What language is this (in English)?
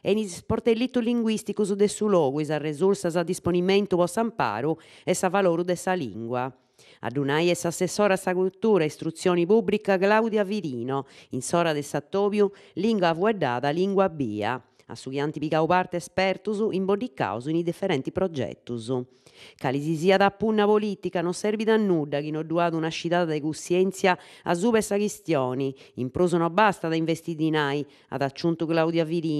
Sardinian